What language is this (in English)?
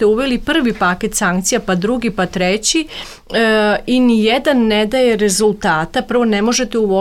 Serbian